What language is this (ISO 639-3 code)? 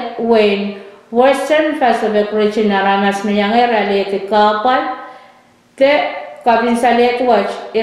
pon